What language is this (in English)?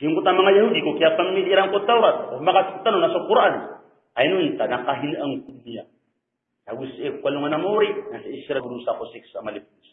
Maranao